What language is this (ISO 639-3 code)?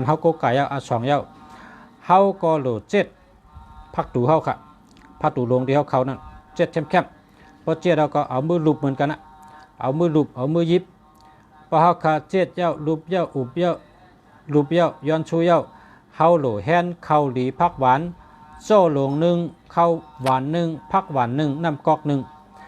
shn